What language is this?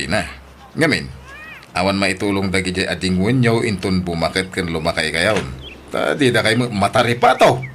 Iloko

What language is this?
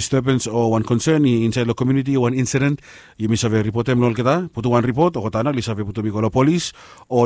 Bislama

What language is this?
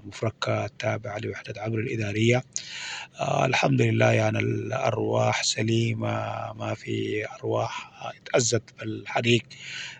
Sudanese Arabic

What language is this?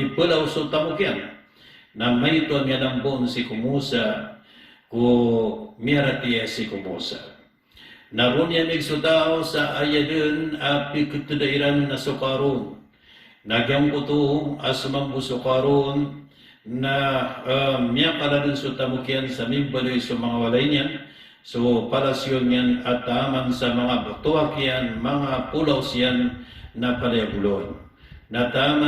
Maranao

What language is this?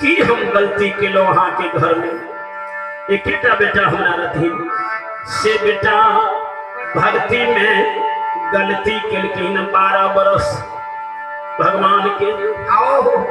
Maithili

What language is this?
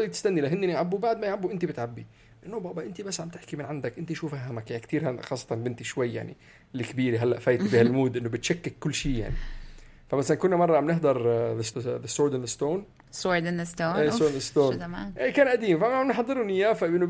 North Levantine Arabic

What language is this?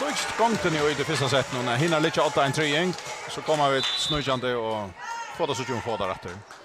Faroese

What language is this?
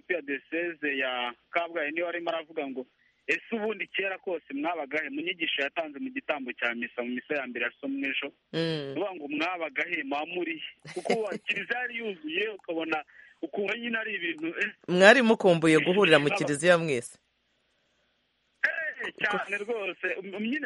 Kinyarwanda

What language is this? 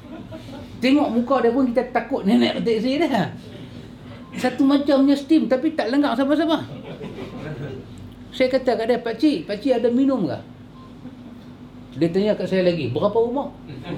Malay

